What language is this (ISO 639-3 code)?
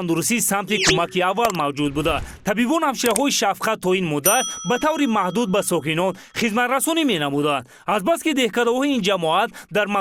tgk